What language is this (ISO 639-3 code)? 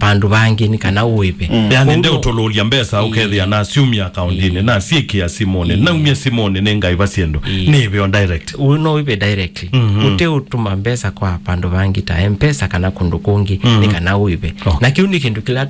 kam